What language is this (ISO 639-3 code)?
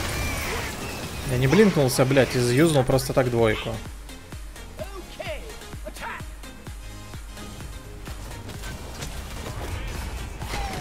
rus